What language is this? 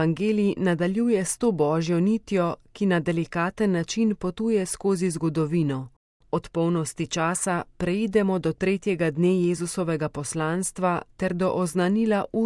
Slovenian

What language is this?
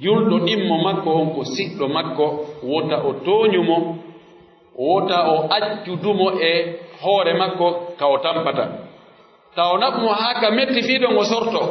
Pular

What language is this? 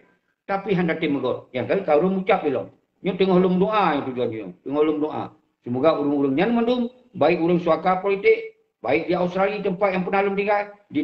Achinese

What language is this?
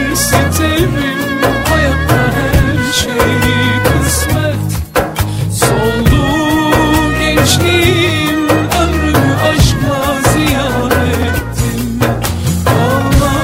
Turkish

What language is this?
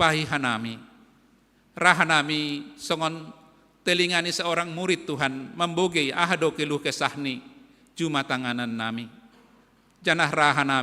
Batak Simalungun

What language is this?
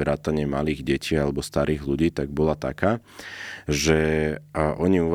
Slovak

